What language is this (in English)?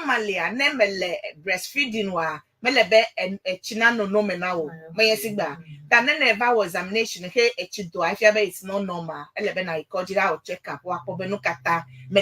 Ewe